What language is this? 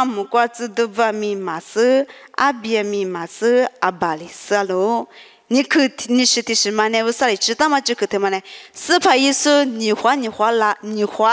Lisu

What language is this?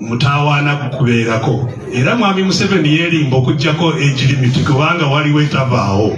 Ganda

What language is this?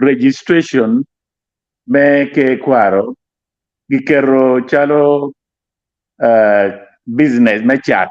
Acoli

